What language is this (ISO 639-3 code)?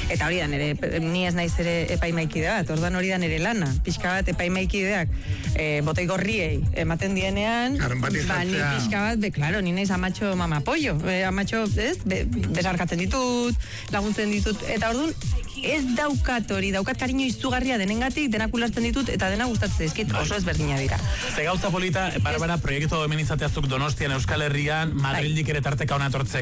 eus